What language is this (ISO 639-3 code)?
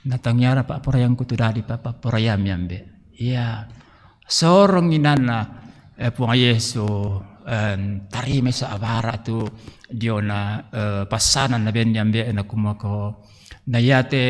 sda